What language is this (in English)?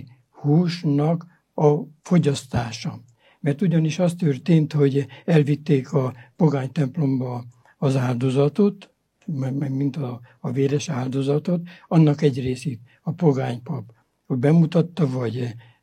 Hungarian